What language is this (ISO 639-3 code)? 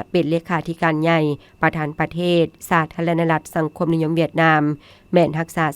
lao